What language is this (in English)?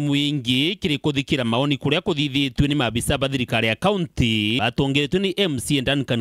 Meru